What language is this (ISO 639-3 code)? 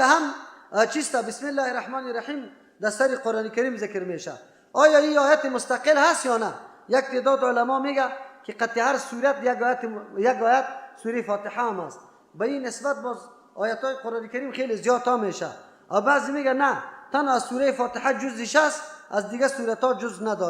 fas